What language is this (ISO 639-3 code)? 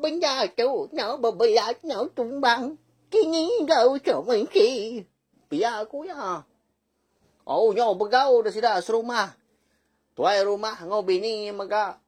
iba